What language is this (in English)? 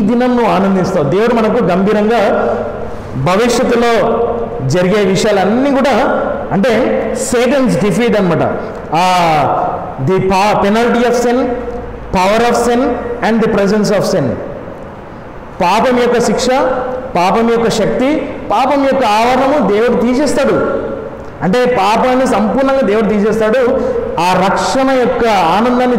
Telugu